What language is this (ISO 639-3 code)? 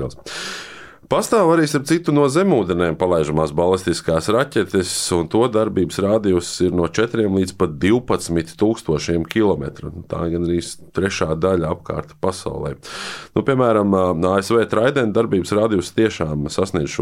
lav